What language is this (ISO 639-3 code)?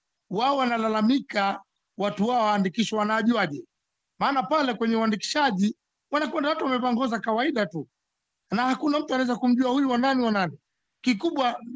swa